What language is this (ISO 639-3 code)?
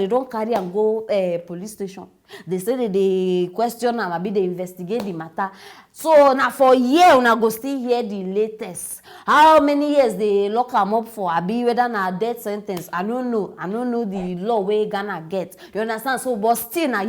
pcm